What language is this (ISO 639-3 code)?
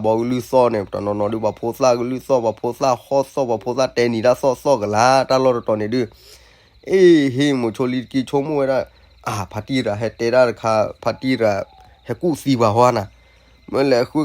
ksw